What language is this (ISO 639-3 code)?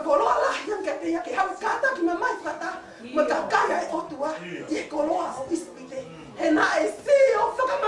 ton